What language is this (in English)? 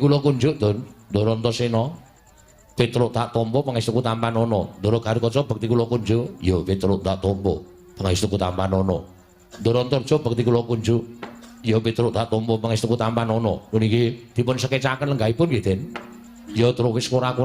Javanese